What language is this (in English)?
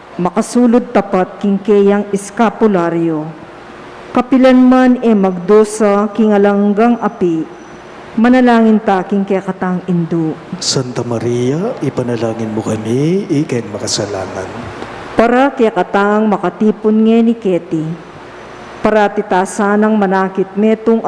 Pampanga